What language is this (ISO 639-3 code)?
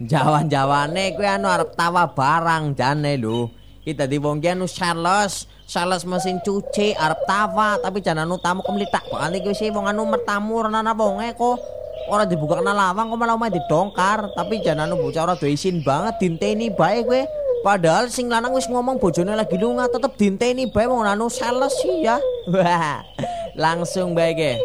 jav